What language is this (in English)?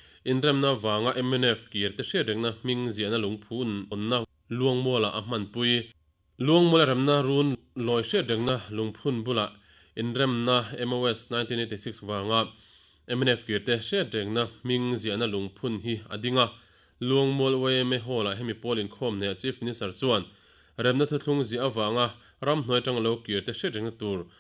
Mizo